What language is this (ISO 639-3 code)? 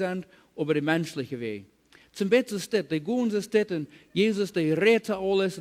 pdt